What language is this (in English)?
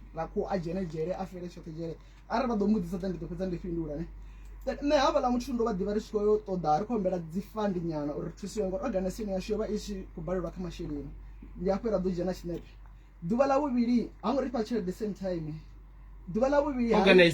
Venda